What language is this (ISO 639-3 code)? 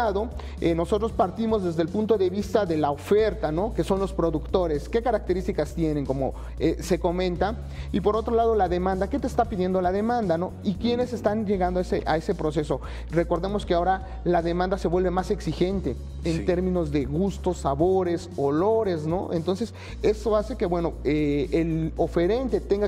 spa